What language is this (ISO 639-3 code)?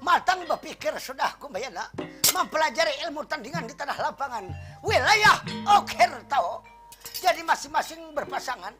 bjn